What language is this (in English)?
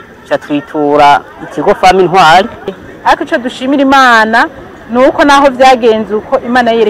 Rundi